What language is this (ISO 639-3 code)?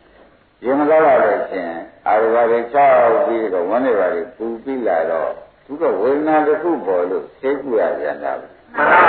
mya